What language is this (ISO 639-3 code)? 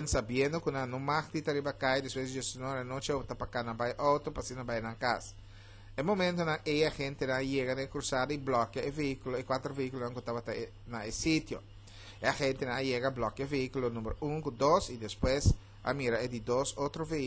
pap